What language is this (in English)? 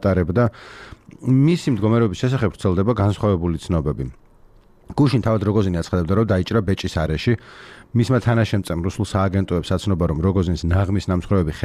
Georgian